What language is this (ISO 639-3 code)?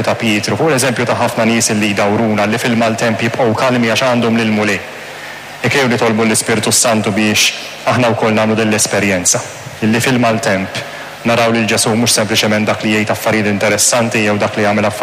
mlt